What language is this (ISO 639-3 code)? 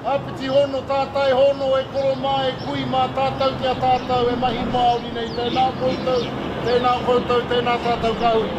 mri